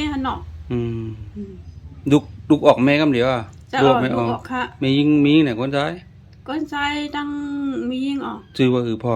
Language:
Shan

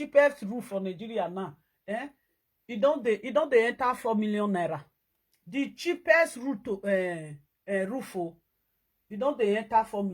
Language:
Nigerian Pidgin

